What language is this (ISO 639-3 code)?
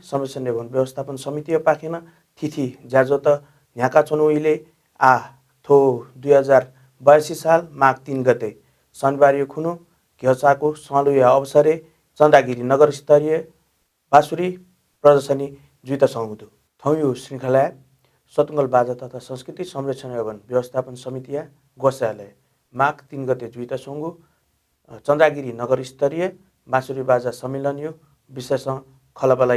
new